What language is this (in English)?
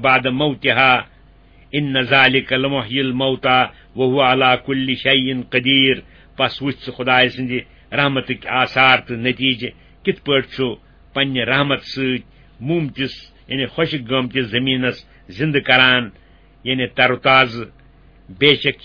Kashmiri